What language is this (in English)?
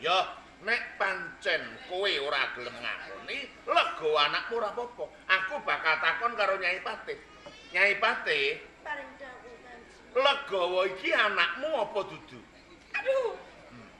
Javanese